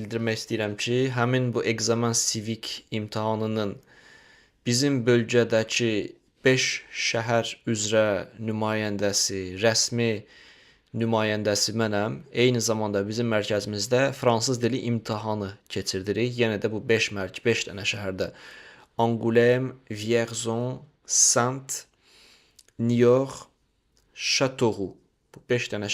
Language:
Azerbaijani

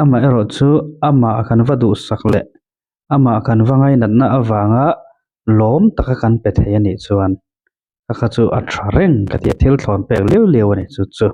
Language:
Mizo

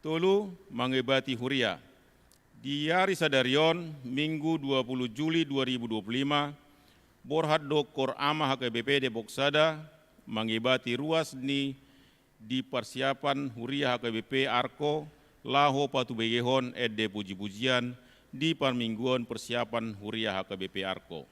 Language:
Batak Toba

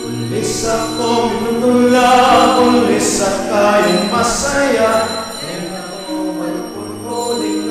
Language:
Pampanga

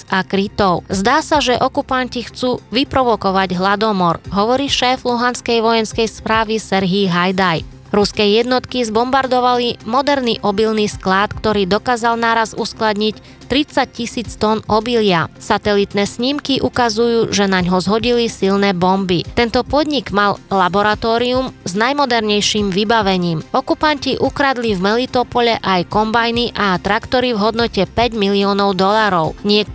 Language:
Slovak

